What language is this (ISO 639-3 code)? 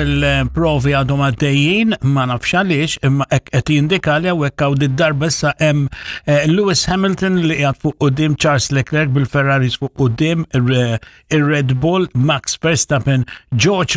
mlt